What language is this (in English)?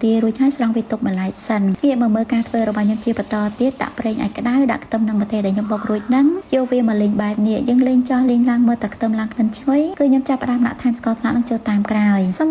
Khmer